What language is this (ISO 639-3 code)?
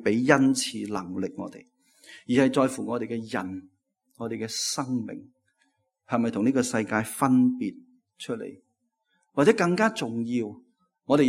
yue